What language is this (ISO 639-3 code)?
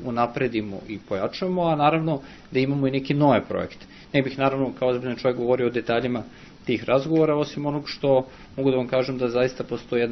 srp